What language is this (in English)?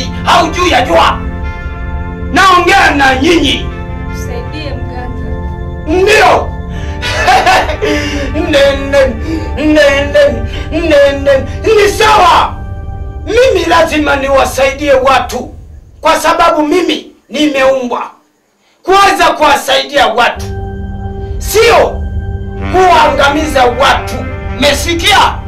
Swahili